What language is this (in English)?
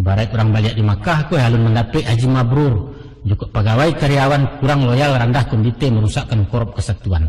Minangkabau